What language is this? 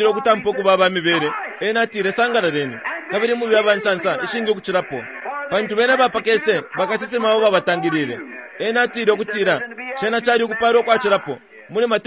Bemba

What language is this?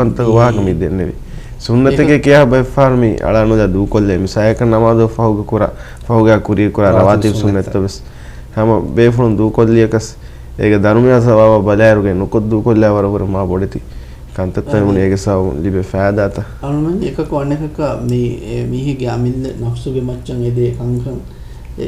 Divehi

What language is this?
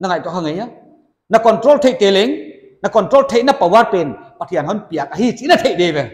Paite Chin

